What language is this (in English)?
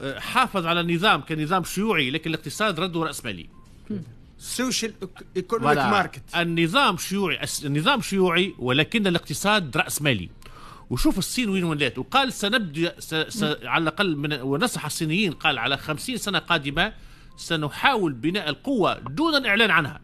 Tunisian Arabic